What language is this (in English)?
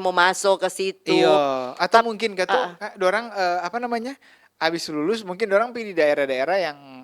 Manado Malay